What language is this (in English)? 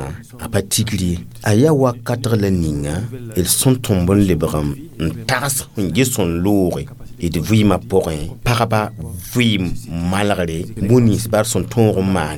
Mossi